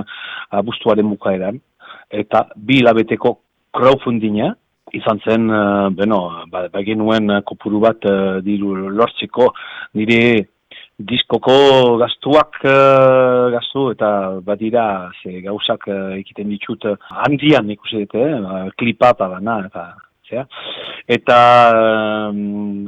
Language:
Basque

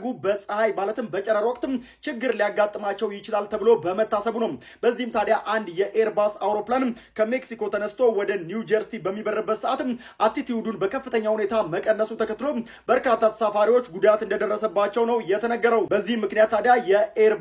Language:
Amharic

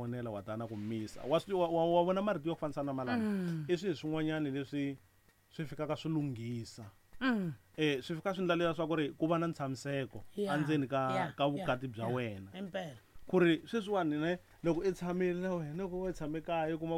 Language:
Tsonga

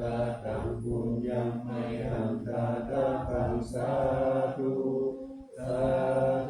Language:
Pali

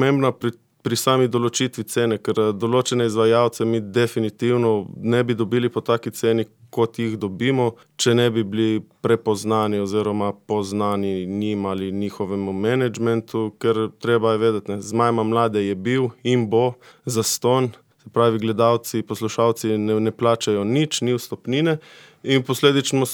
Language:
Slovenian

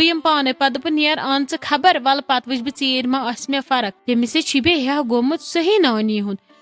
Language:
Kashmiri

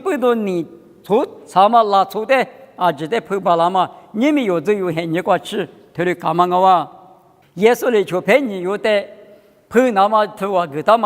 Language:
Lisu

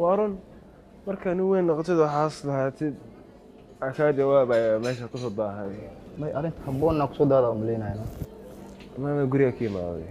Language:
Somali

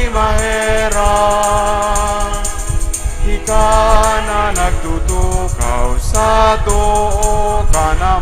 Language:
Bikol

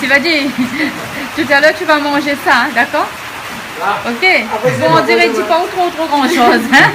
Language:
Réunion Creole French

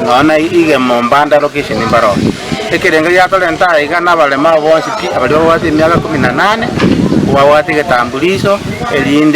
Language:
Gusii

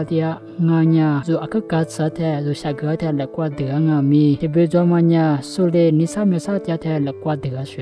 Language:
Lisu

